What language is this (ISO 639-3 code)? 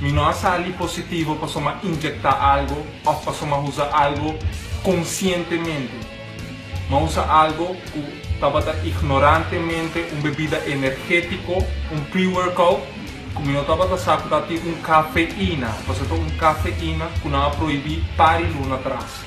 pap